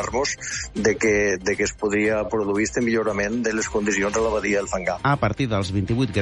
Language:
Catalan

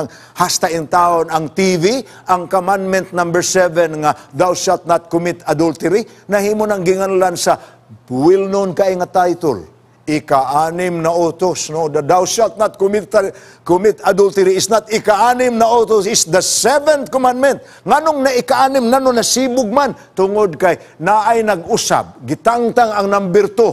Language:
Cebuano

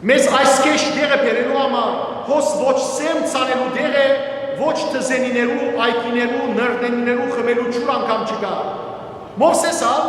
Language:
Western Armenian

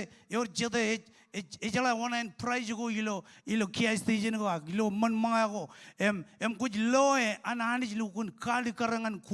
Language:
Marshallese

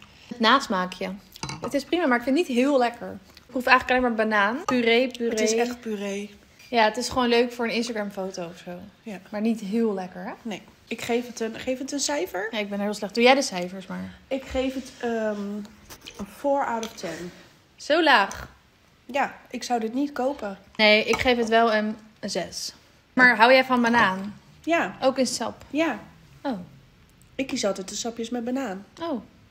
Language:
Dutch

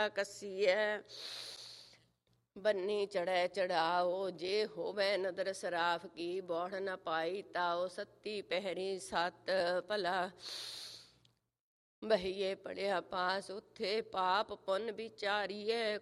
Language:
Punjabi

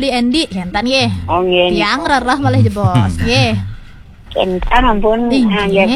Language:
Balinese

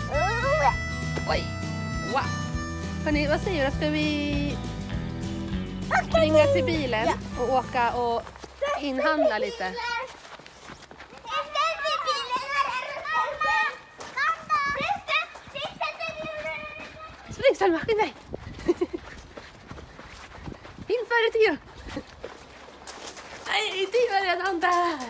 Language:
Swedish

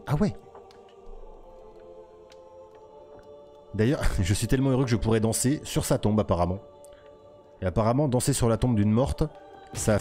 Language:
French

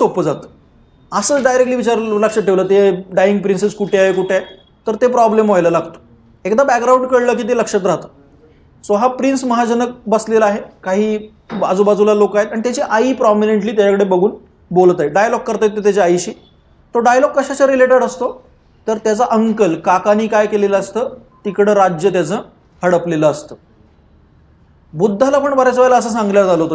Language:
Marathi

